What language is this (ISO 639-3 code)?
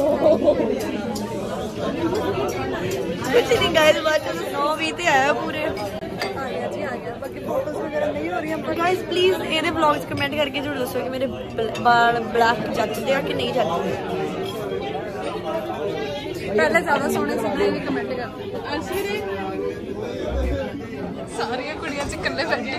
pan